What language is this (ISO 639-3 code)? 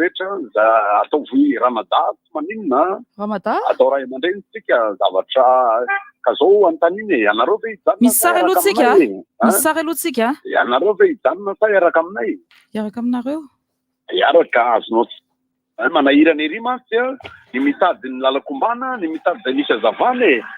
mlg